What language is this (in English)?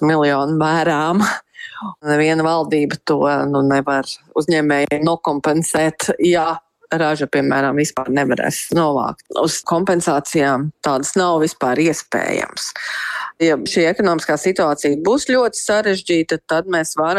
Latvian